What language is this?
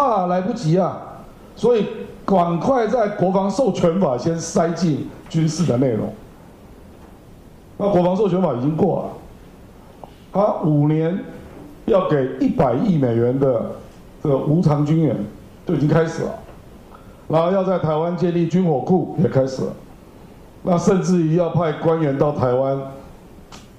Chinese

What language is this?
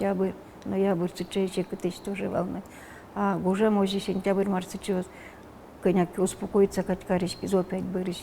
Udmurt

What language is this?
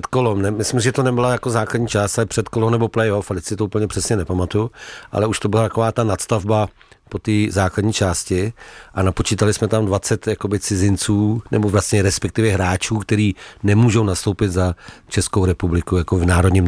Czech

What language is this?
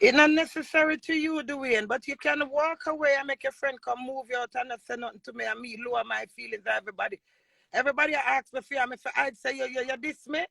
Jamaican Creole English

